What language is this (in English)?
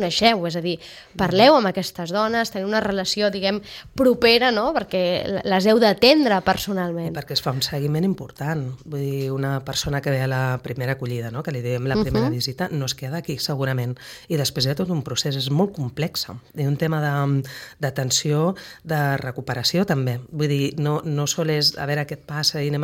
Catalan